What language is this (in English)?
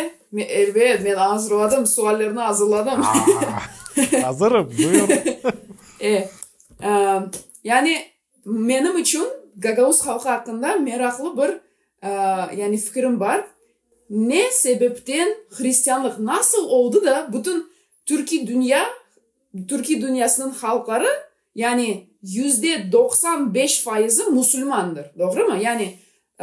Gagauz